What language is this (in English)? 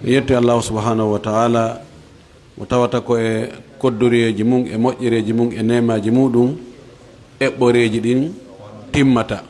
Fula